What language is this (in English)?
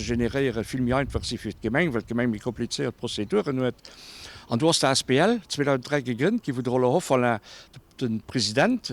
Luxembourgish